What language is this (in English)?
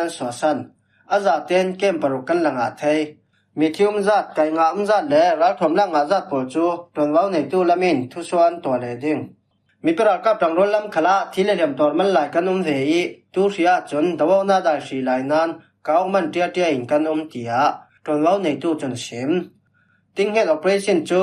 Falam Chin